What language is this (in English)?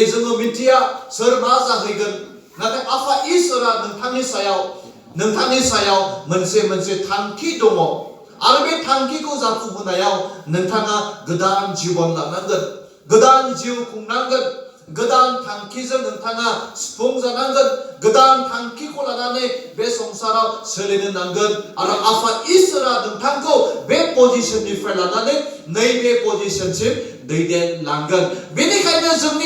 Bodo